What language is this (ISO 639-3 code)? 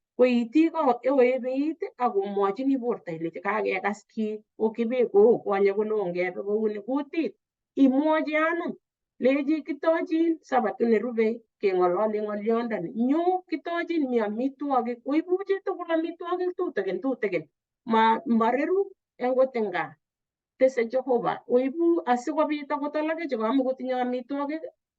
kln